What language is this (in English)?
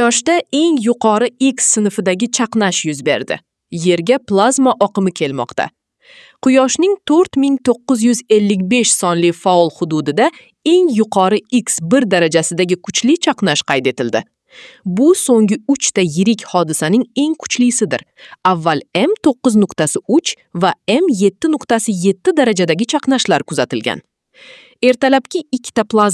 Uzbek